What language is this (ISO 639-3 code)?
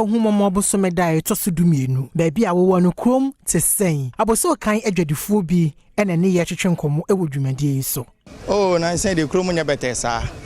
aka